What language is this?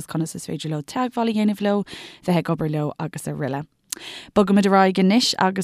Irish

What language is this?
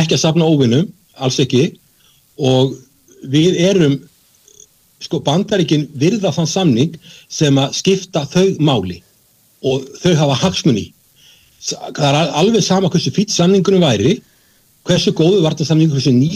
Icelandic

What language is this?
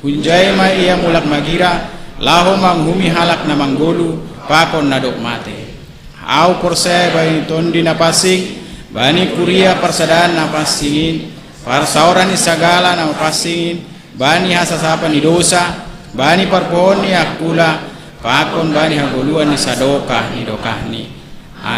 Batak Simalungun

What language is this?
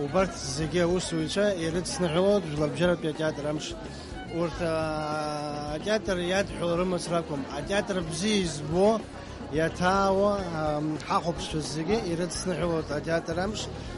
Abkhazian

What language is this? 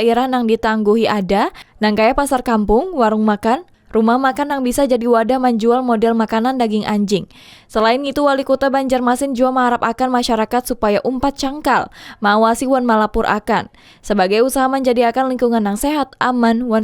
Banjar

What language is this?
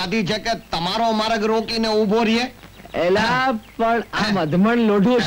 Gujarati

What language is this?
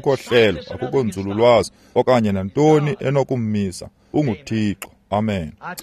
Xhosa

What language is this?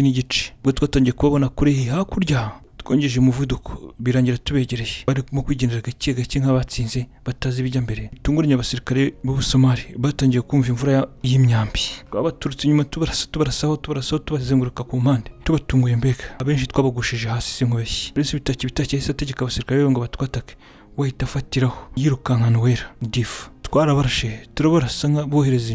Kinyarwanda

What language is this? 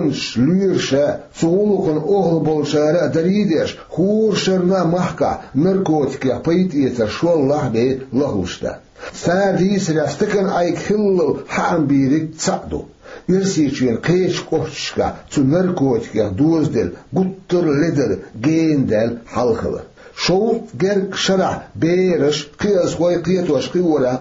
Chechen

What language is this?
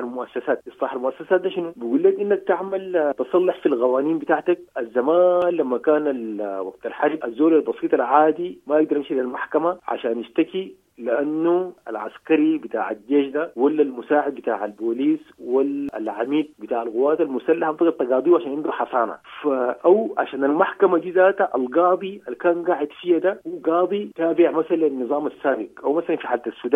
Sudanese Arabic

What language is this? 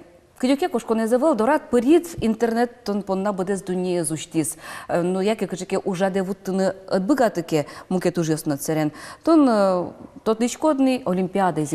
Udmurt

